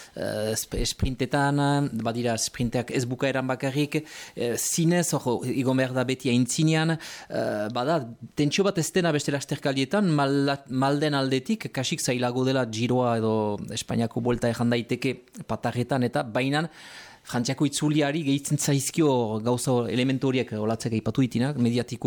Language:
Basque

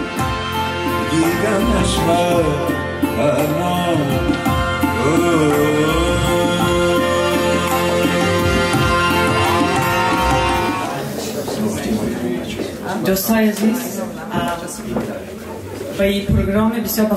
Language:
Persian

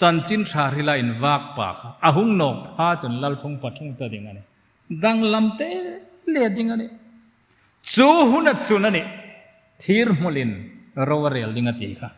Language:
Hmar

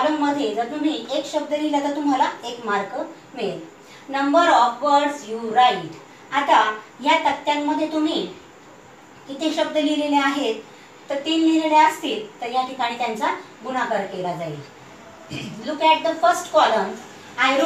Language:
Marathi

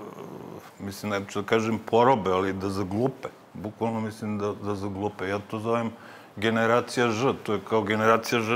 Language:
Serbian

